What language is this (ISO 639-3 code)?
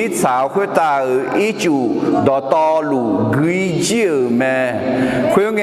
ahk